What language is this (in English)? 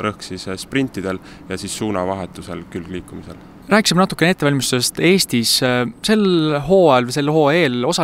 Estonian